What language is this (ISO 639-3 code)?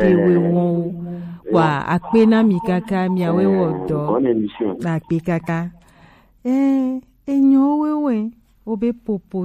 gej